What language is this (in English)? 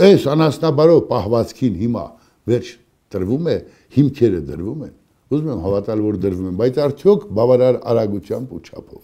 Armenian